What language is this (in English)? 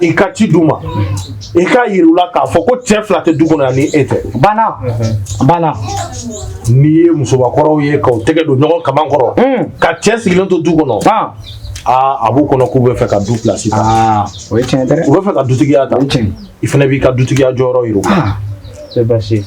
Bambara